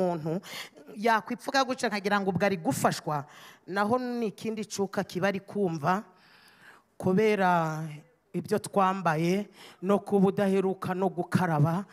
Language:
Kinyarwanda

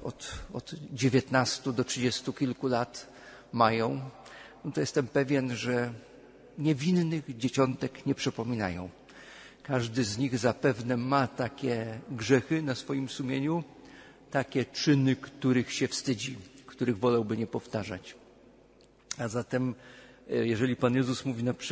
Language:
Polish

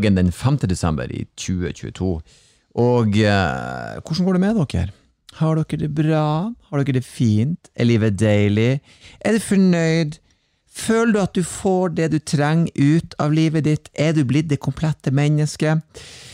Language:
Norwegian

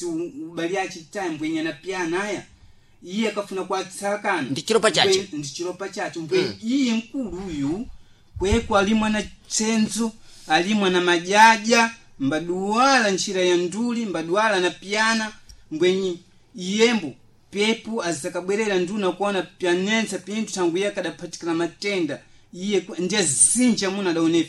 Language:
Sena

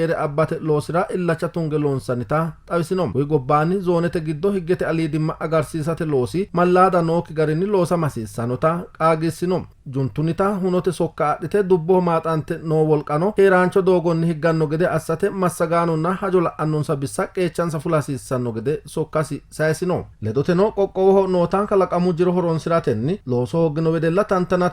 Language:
Sidamo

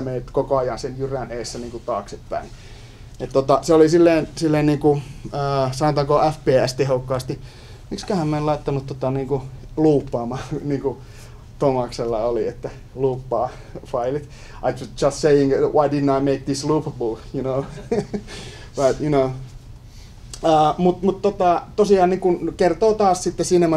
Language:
Finnish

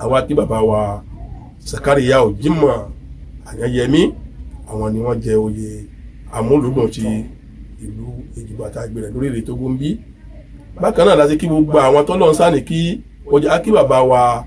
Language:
Yoruba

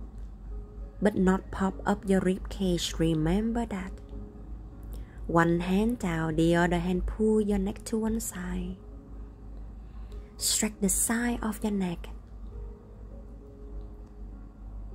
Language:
English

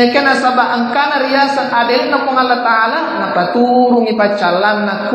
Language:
Buginese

